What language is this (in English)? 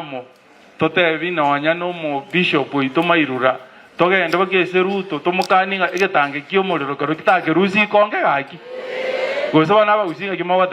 Gusii